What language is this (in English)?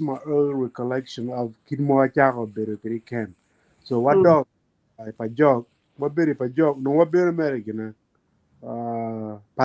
Acoli